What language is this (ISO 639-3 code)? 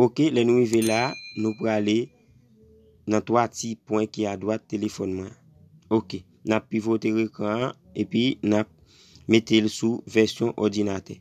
hat